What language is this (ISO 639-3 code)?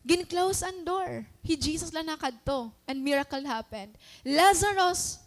war